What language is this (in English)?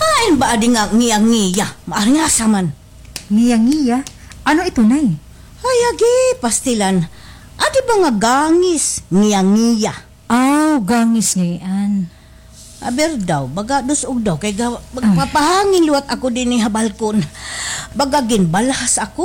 Waray